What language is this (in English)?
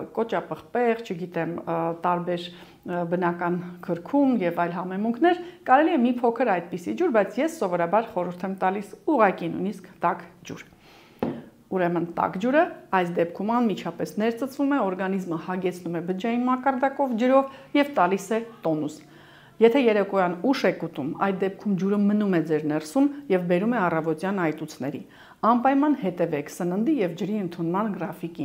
Armenian